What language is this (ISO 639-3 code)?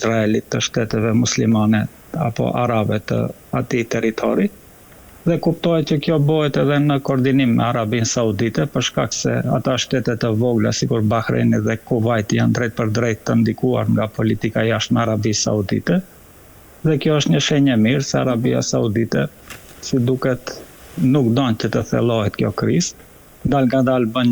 sqi